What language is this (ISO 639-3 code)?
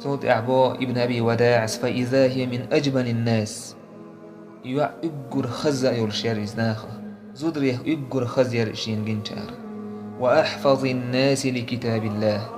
che